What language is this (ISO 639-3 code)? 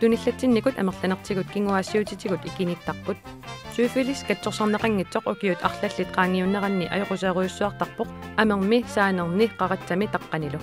kal